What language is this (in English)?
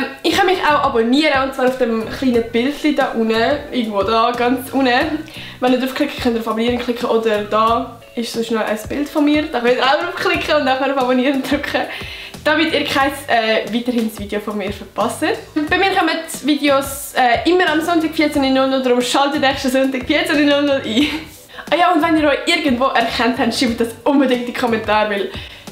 Swiss German